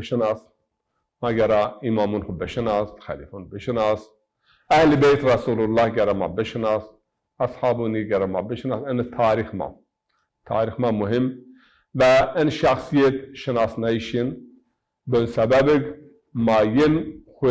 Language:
Zaza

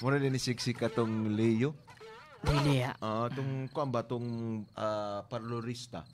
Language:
Hiligaynon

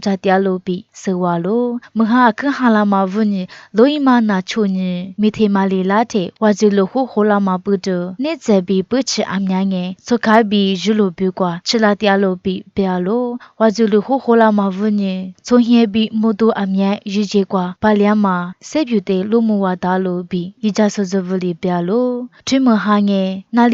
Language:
Lisu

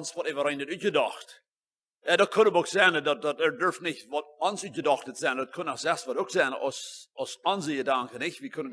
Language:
Plautdietsch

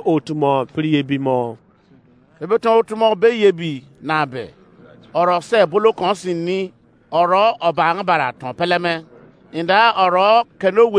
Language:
Izon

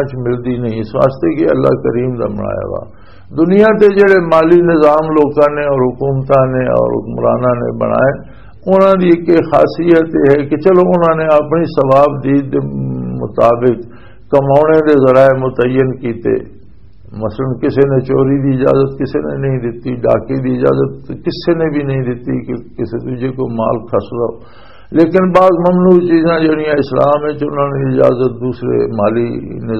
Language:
Western Panjabi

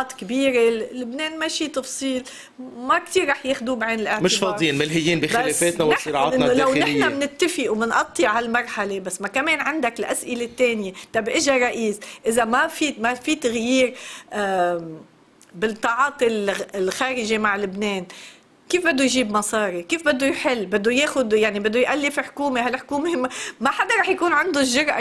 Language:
North Levantine Arabic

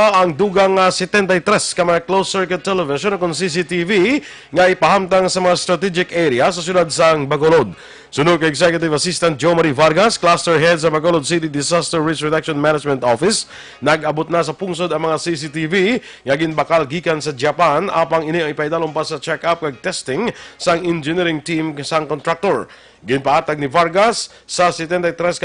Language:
Hiligaynon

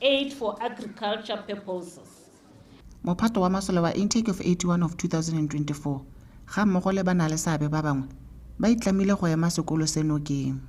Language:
Tswana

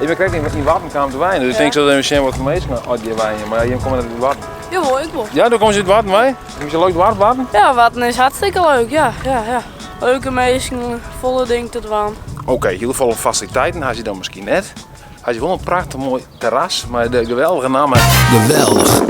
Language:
Western Frisian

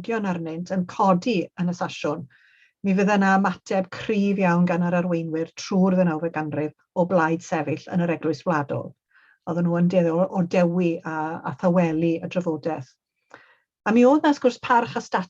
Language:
Welsh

